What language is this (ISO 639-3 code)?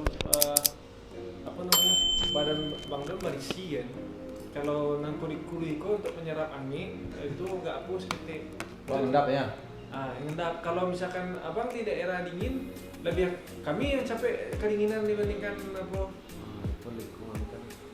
min